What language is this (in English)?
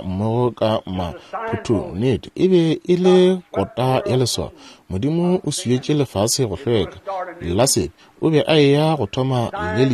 Northern Sotho